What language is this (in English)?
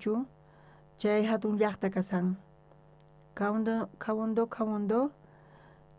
South Bolivian Quechua